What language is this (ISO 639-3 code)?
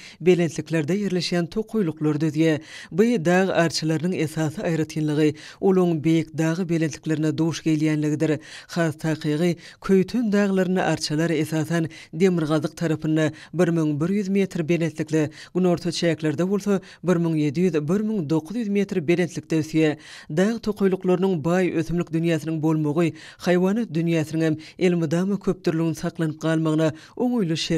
tuk